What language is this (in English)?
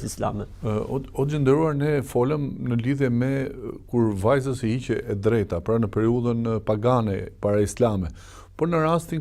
Albanian